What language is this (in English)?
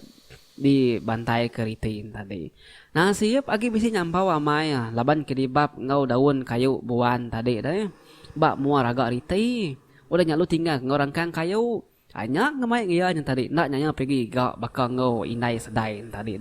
Iban